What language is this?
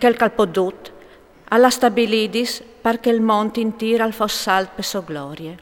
Friulian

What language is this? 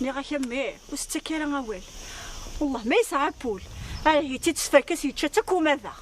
Kabyle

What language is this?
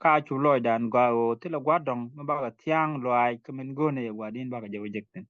Nuer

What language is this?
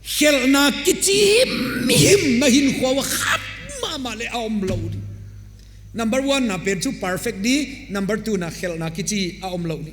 Paite Chin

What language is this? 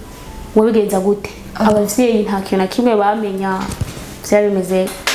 Rundi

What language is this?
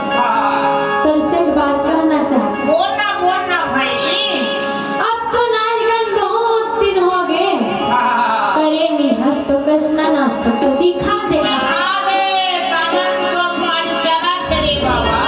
Chhattisgarhi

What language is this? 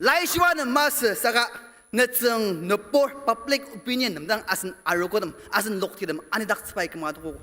Ao Naga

